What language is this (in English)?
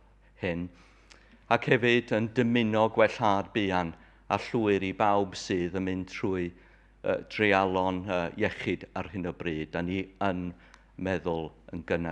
Welsh